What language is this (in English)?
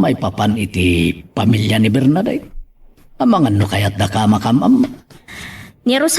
Iloko